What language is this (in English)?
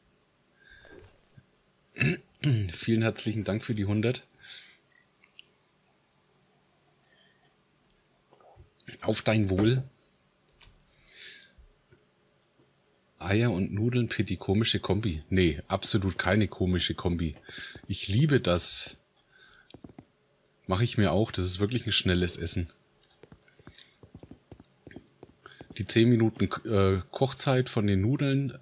German